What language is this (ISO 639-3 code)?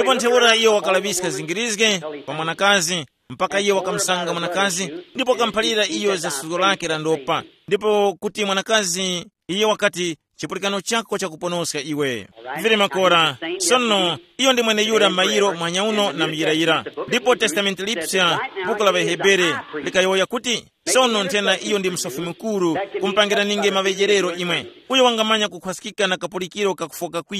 tum